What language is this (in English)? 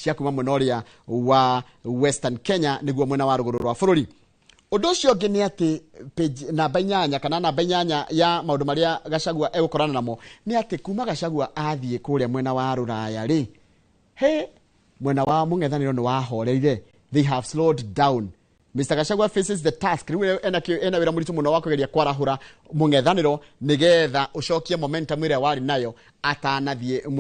Kikuyu